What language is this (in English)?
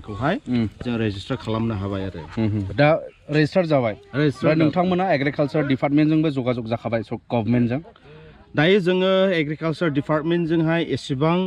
Bodo